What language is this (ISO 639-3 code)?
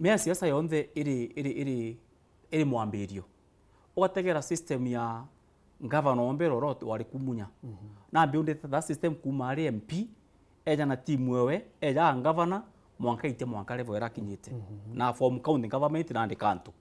mer